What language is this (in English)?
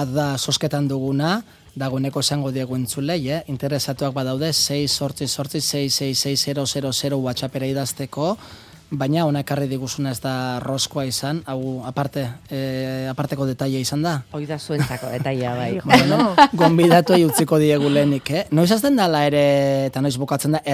Basque